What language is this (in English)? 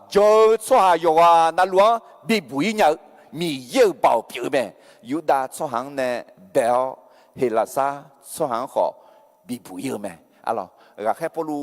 Akha